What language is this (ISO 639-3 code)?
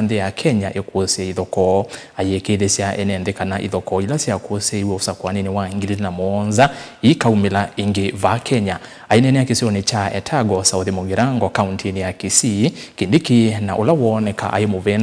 kam